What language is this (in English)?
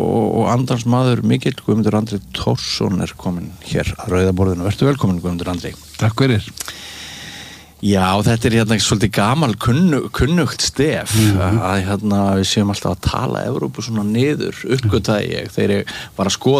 Icelandic